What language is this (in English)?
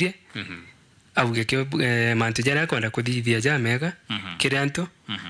Meru